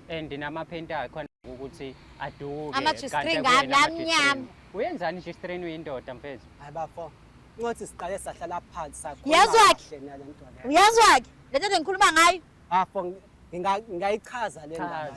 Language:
Zulu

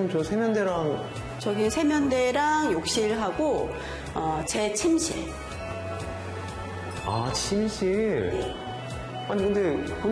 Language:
Korean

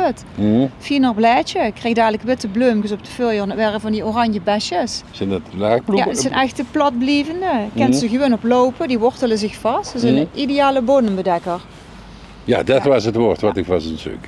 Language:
Dutch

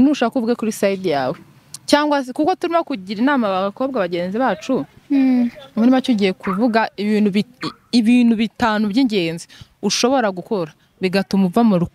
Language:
Kinyarwanda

